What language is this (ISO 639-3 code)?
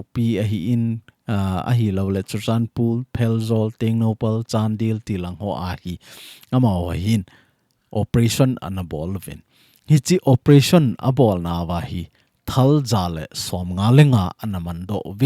tcz